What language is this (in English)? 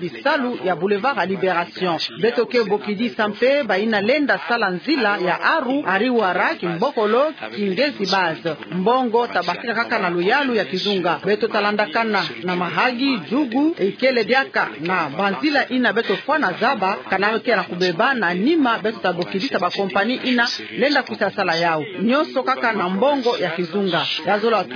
Kituba (Democratic Republic of Congo)